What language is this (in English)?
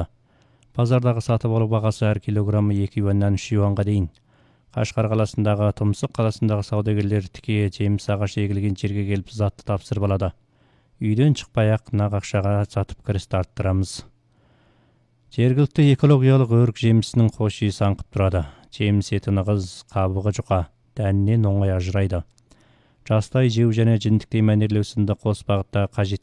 Kazakh